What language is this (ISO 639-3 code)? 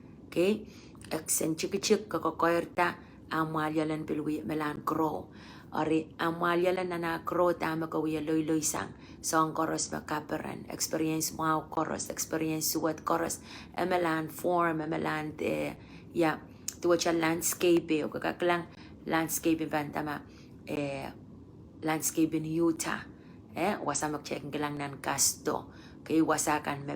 pon